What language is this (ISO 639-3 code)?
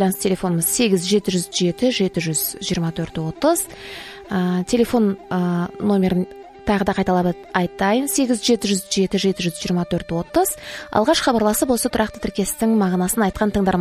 kaz